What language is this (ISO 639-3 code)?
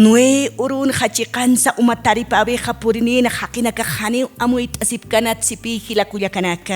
aym